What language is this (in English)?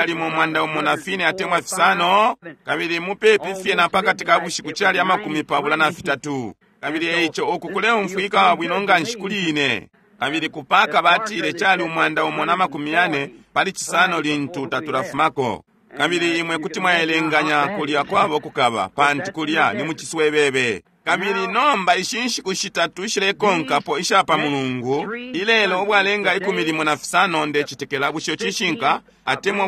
Bemba